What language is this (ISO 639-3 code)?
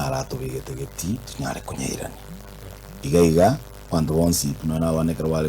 guz